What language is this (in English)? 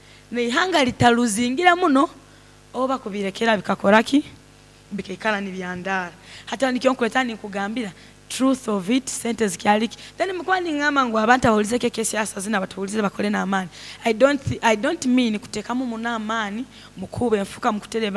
Nyankole